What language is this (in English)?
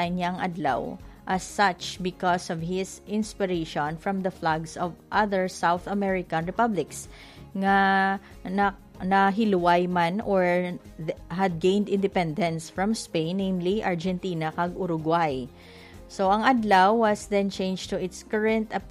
Hiligaynon